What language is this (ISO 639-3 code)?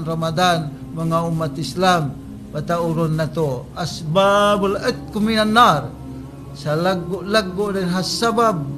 tsg